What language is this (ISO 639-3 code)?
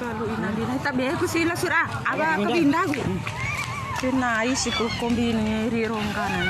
bhp